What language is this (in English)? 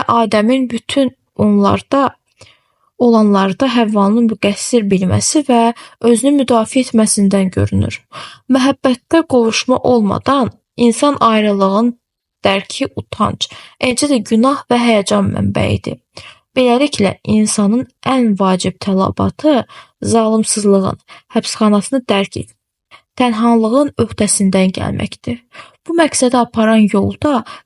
Azerbaijani